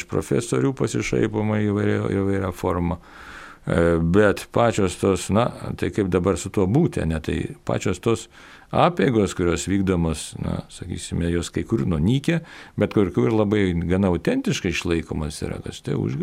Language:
Lithuanian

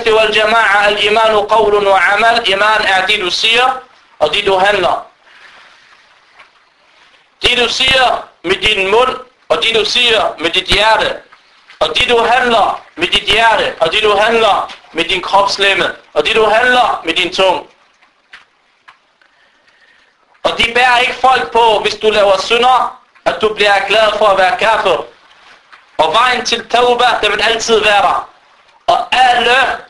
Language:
Danish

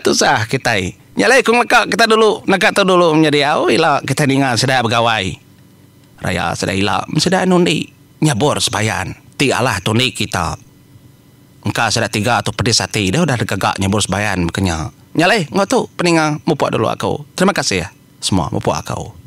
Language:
Iban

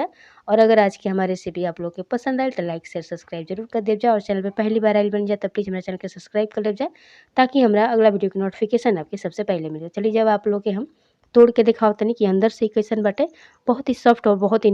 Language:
Bhojpuri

